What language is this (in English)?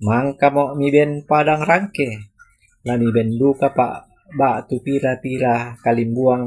Toraja-Sa'dan